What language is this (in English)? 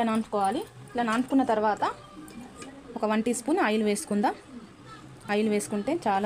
Telugu